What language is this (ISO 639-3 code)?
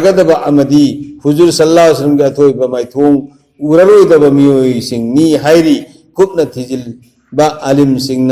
mni